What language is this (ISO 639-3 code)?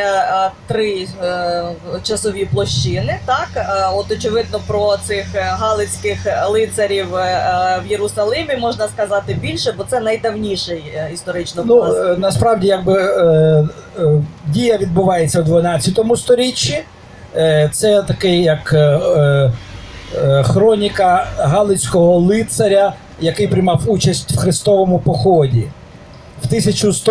ukr